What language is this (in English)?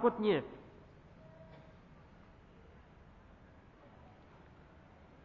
Indonesian